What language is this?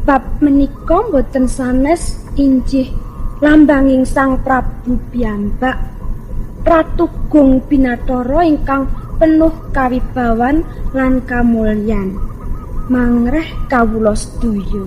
Javanese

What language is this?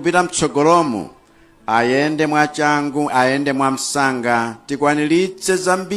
Nyanja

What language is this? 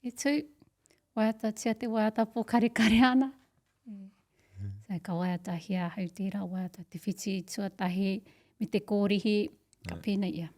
Māori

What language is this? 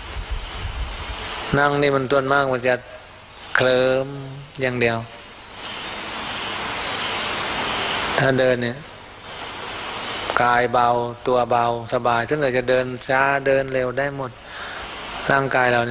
Thai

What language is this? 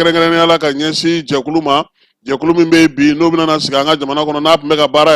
Bambara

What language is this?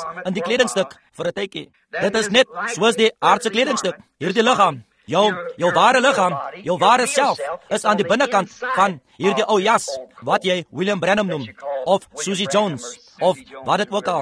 Afrikaans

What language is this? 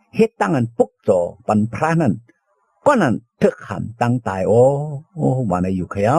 Shan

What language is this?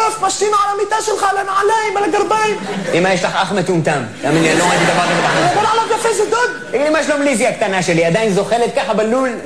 Hebrew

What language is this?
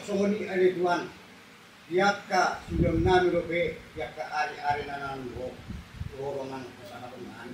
Batak Toba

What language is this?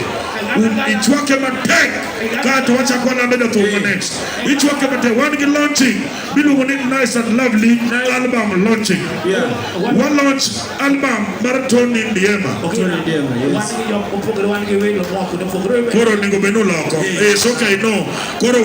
Luo (Kenya and Tanzania)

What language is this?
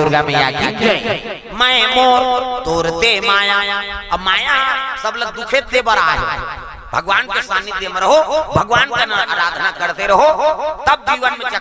Chhattisgarhi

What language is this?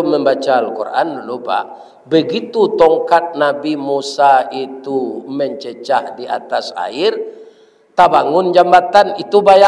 Minangkabau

